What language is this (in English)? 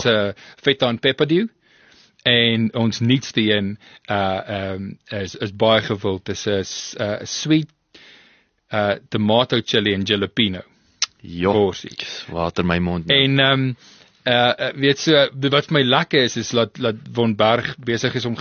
Afrikaans